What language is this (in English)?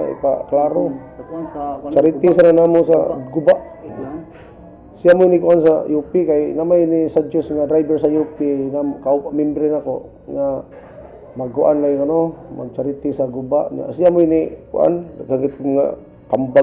Cebuano